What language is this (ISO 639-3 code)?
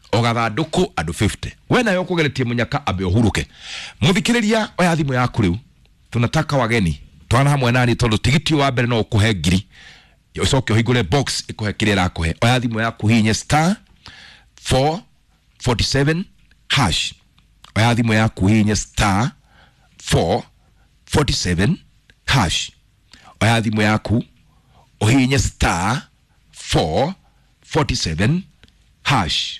kik